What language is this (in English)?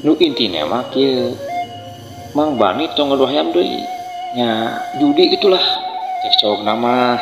Sundanese